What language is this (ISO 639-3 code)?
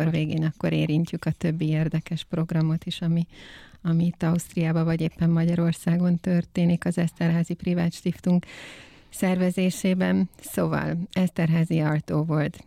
hun